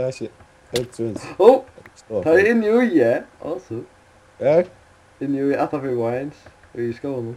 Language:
Faroese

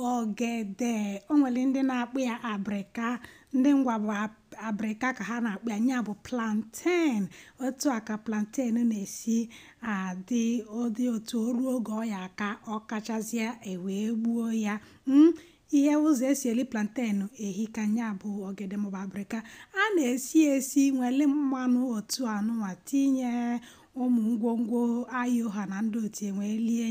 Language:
Igbo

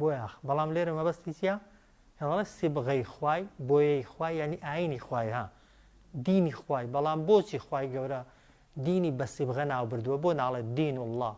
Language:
Central Kurdish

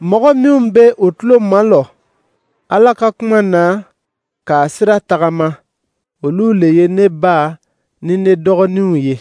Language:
Dyula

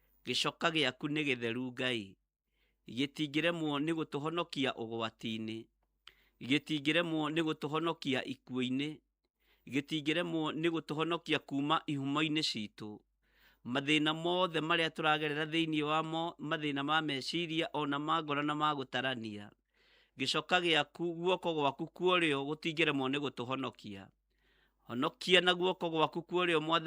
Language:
Kikuyu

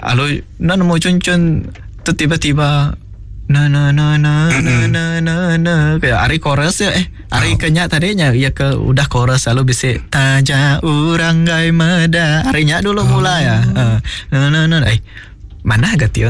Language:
Iban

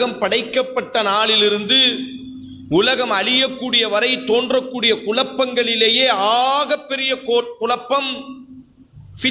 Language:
Tamil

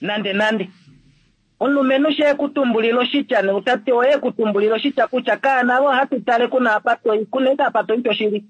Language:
Kuanyama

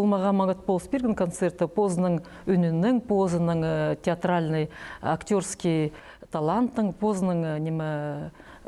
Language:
Khakas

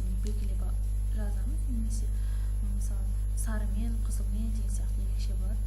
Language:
Kazakh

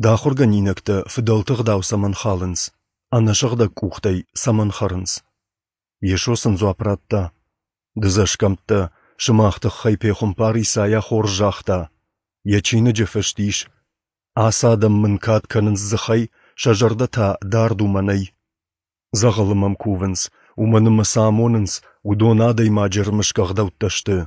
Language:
Ossetic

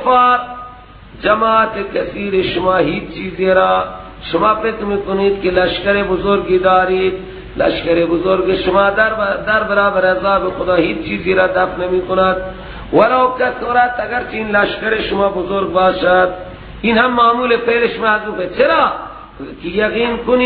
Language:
Persian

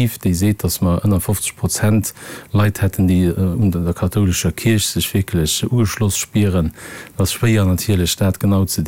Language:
Luxembourgish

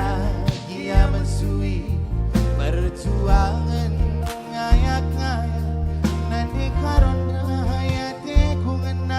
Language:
Batak Karo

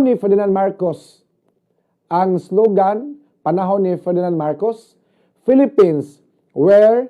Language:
Cebuano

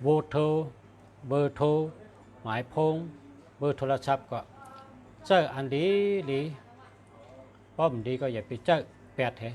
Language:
Shan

